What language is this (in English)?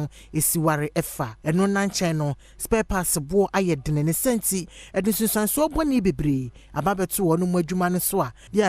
Akan